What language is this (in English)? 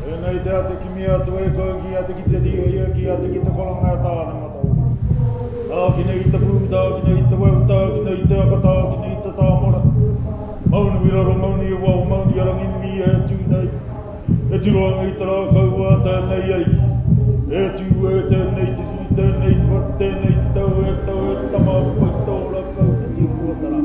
Māori